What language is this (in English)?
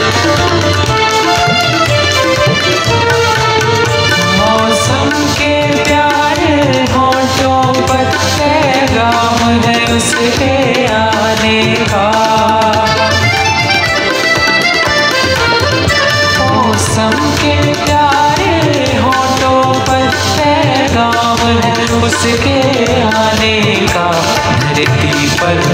Urdu